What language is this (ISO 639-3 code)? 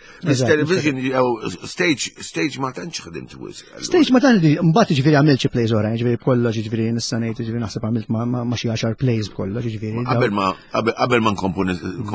mlt